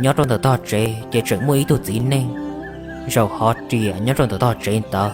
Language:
Hmong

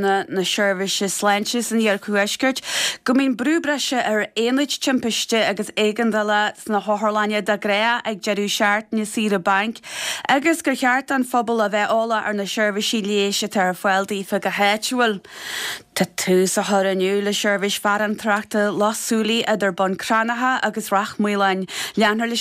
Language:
Irish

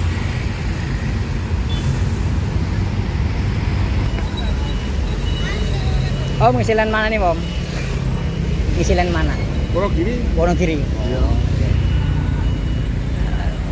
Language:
Indonesian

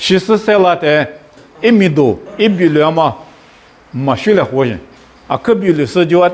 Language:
Lisu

